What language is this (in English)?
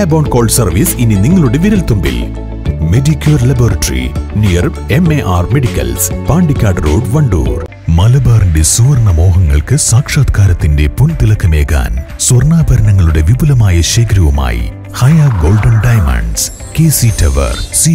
Malayalam